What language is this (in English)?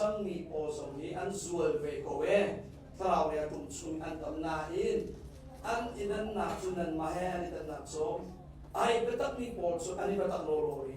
Hakha Chin